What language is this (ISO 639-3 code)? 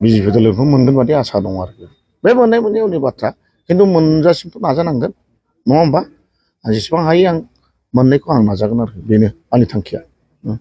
brx